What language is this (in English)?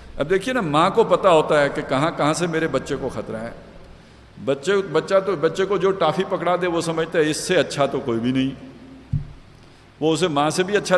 Urdu